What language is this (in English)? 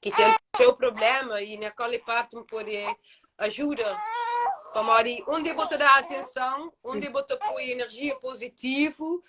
Kabuverdianu